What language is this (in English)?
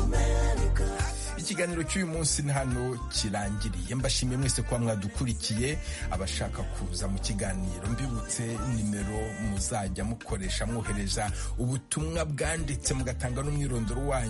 Kinyarwanda